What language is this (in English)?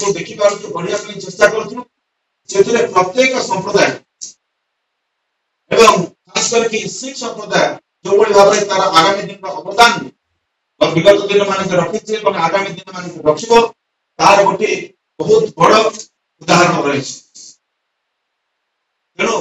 Odia